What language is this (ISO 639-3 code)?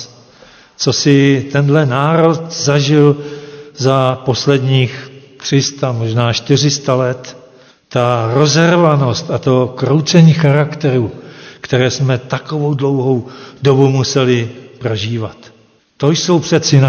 ces